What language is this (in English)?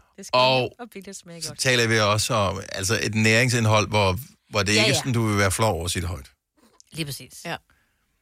Danish